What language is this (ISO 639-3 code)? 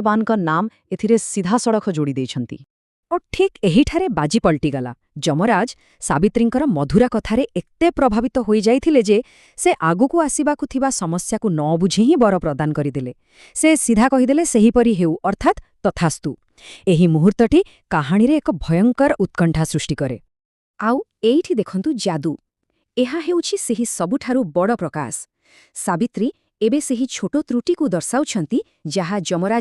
ori